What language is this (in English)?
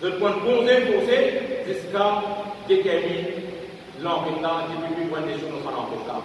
Morisyen